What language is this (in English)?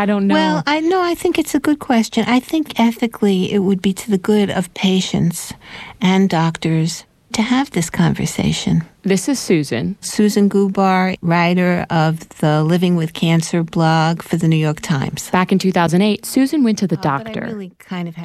English